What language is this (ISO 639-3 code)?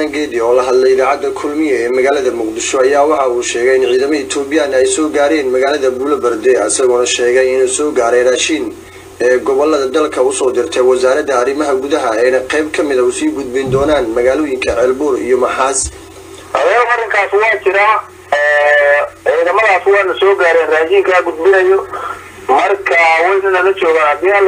som